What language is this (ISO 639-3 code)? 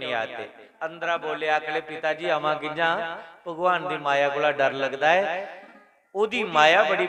doi